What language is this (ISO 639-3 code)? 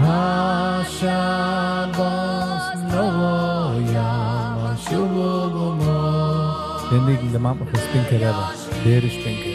yid